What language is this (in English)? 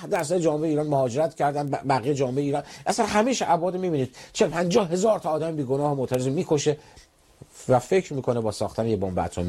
Persian